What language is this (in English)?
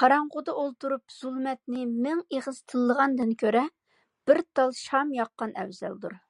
Uyghur